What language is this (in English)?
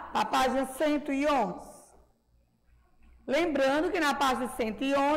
Portuguese